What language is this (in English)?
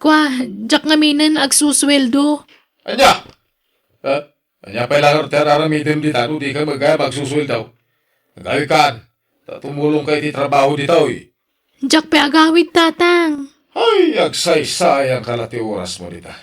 Iloko